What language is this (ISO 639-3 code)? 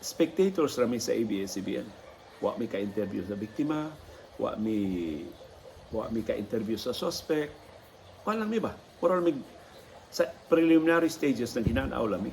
ceb